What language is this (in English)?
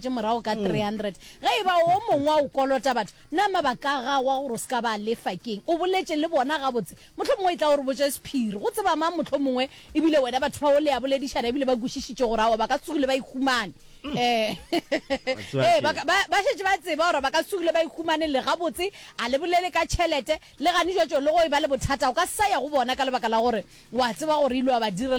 Northern Sotho